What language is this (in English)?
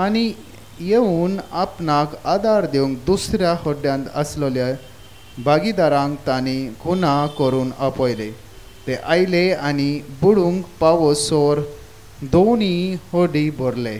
Konkani